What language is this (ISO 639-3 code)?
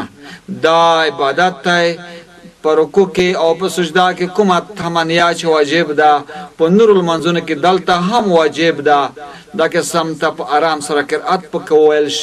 pus